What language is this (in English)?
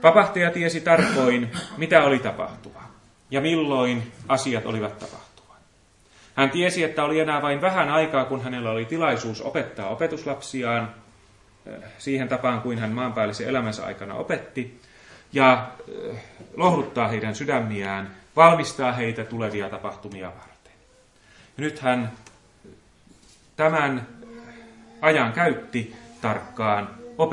Finnish